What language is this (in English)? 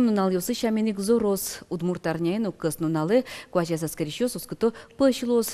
Udmurt